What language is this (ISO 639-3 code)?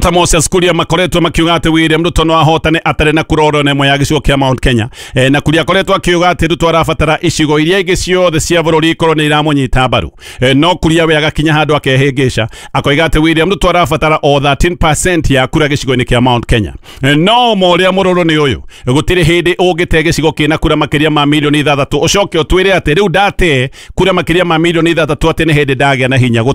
kik